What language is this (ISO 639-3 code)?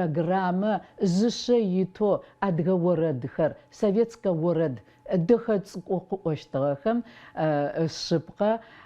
ady